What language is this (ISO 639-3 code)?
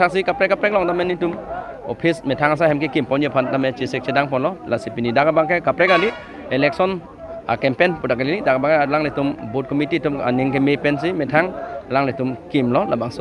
mjw